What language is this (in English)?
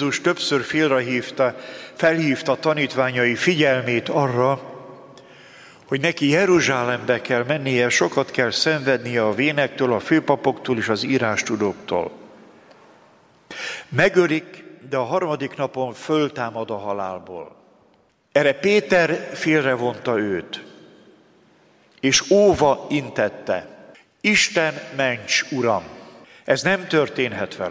Hungarian